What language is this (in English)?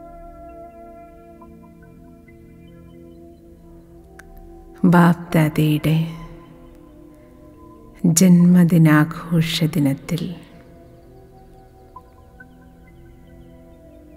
Malayalam